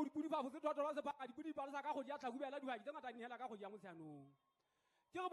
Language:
Southern Sotho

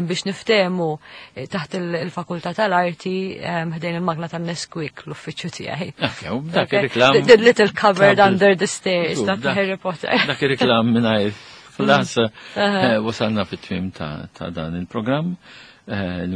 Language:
Maltese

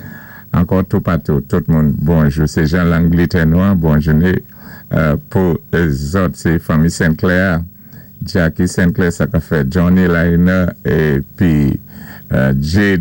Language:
Saint Lucian Creole French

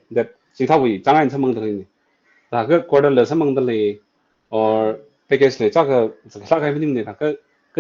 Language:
Tangkhul Naga (India)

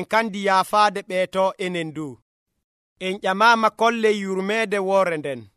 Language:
Nigerian Fulfulde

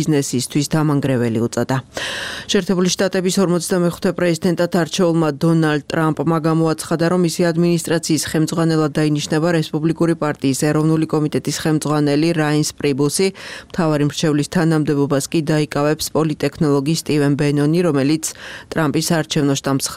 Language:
Georgian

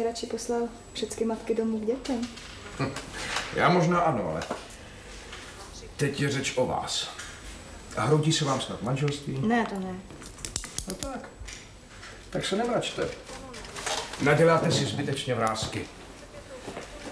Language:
Czech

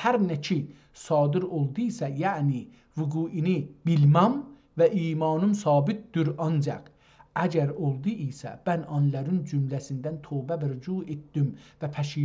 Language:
South Azerbaijani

